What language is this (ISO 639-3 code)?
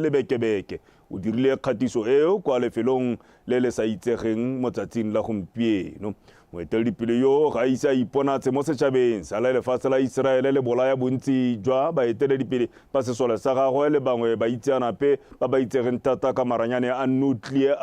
tsn